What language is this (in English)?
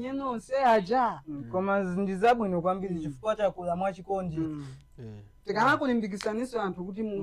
Nyanja